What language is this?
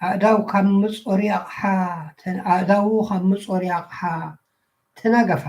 Tigrinya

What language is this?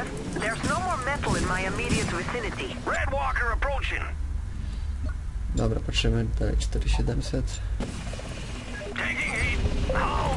Polish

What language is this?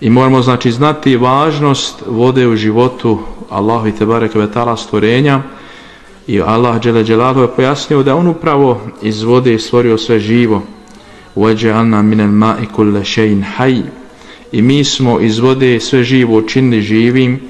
Bosnian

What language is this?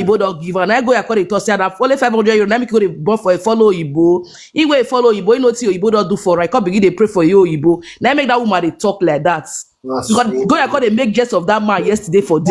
Nigerian Pidgin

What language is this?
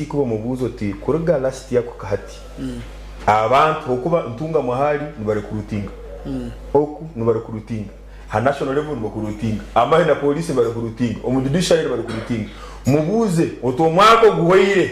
Nyankole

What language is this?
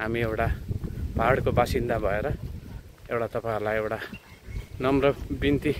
Nepali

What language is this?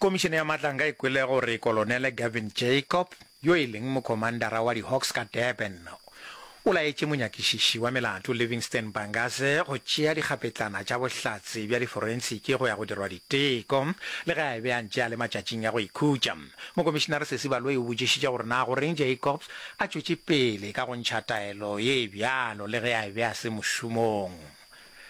Northern Sotho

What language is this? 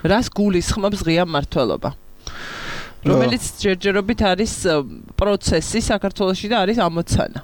Georgian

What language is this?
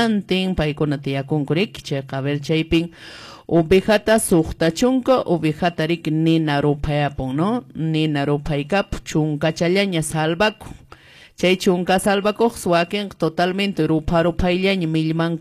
Quechua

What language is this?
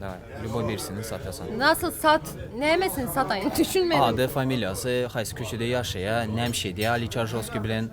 Turkmen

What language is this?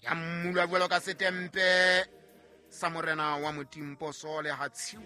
Southern Sotho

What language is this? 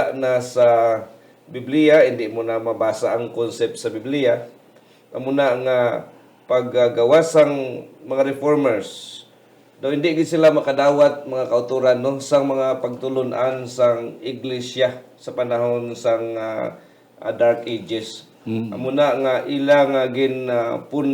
Hiligaynon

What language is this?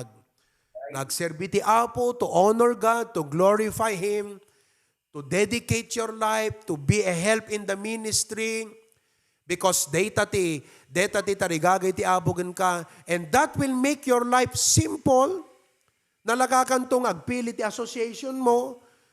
Iloko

